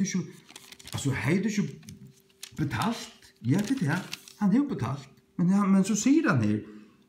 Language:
Faroese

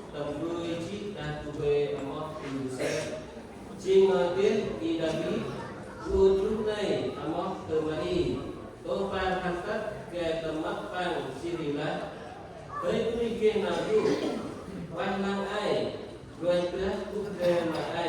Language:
Central Mnong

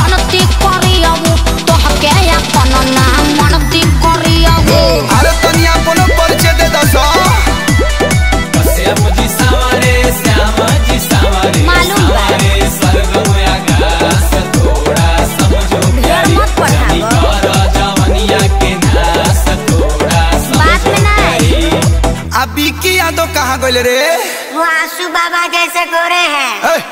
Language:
Bhojpuri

